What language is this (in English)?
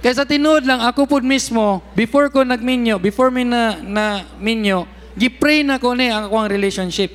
Cebuano